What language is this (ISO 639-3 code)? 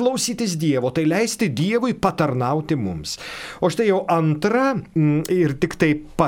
lit